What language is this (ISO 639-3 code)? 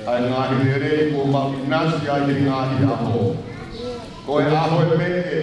ton